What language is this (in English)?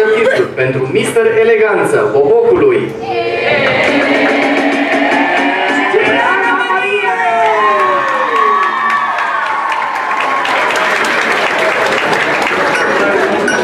Romanian